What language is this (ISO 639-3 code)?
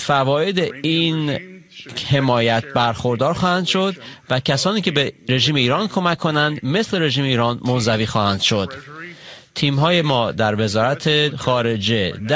fas